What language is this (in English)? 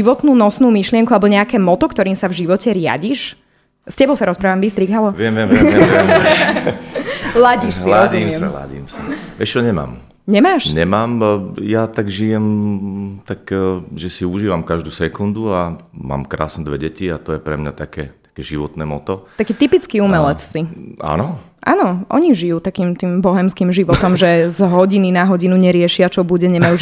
Slovak